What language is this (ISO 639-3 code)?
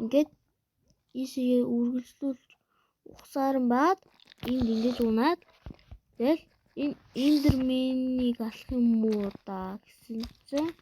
mon